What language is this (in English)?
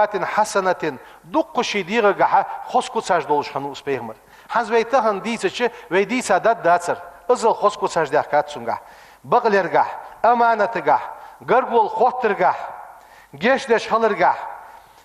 Ingush